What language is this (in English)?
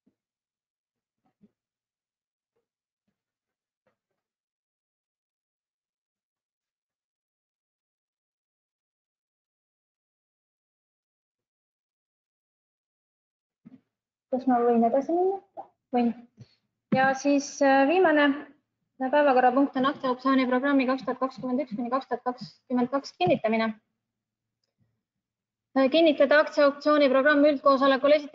Estonian